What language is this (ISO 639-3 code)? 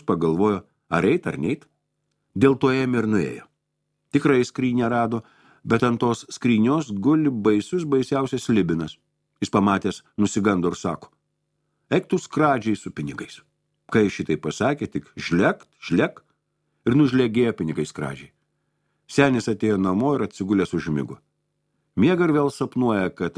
lit